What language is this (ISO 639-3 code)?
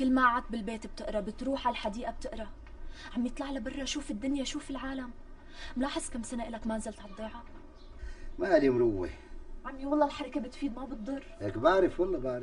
apc